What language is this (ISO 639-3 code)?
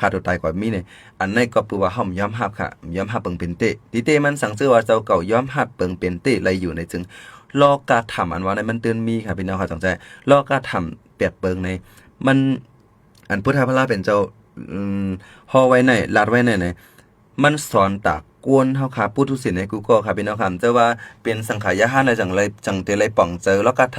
shn